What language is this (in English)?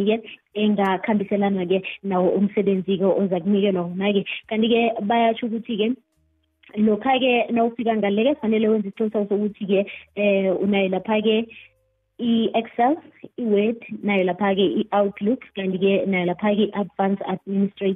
South Ndebele